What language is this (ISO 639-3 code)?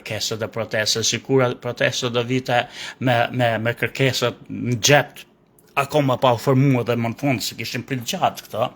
sqi